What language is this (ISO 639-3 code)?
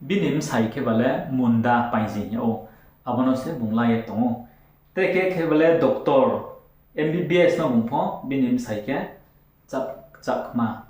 ria